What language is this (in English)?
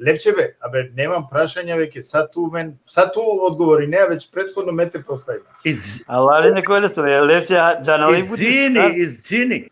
Balkan Romani